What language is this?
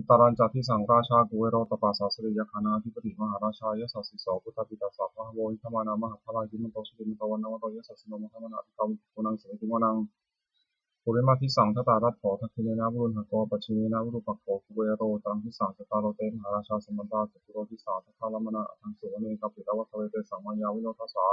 Pali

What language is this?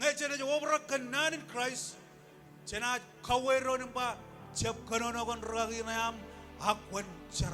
Marshallese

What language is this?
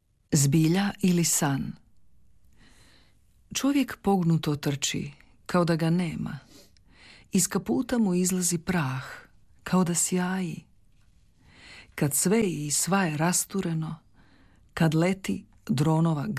Croatian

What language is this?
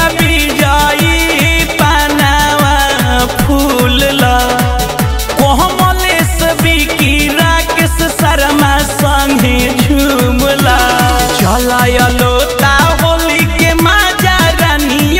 Bhojpuri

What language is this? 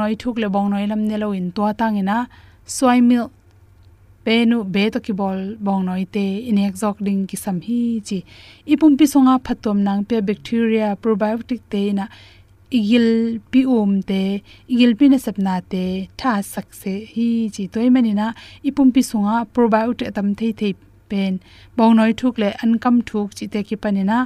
Tedim Chin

